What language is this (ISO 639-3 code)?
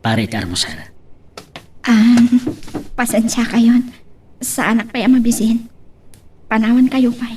ilo